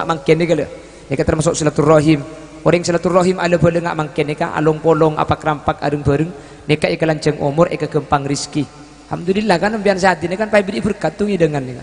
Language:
Madurese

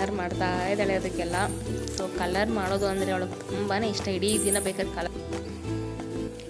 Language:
Kannada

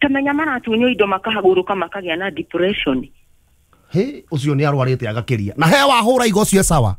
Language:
Kikuyu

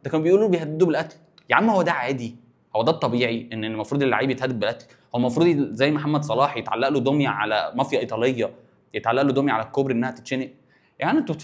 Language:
Egyptian Arabic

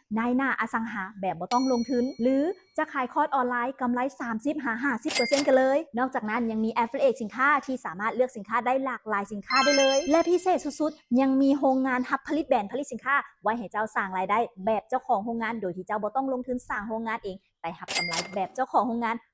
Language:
Lao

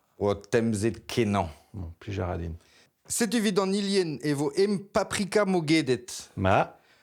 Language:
Breton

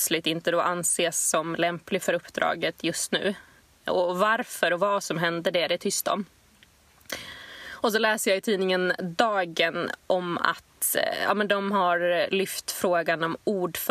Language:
Swedish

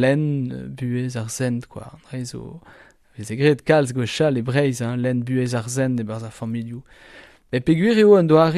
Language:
Breton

